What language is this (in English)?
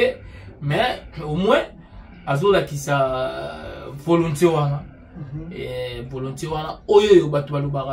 Lingala